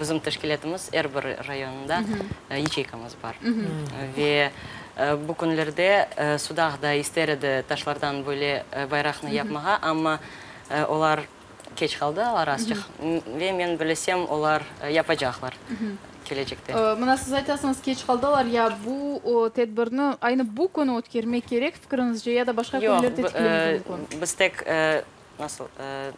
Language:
Crimean Tatar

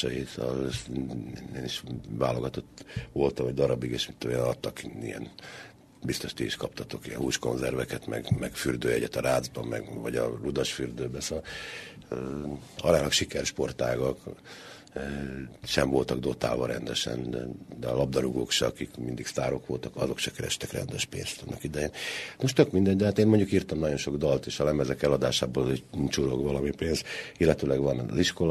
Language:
Hungarian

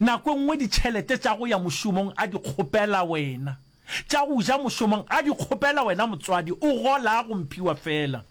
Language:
Northern Sotho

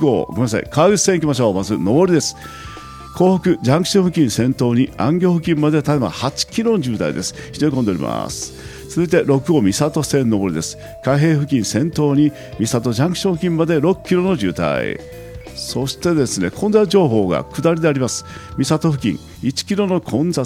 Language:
Japanese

